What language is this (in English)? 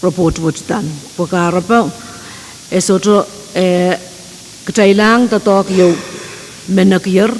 Pohnpeian